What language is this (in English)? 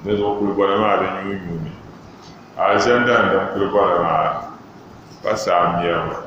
Dagbani